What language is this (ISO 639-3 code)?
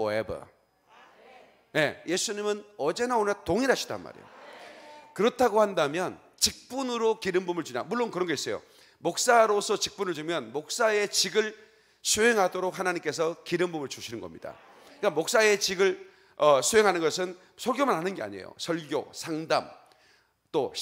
kor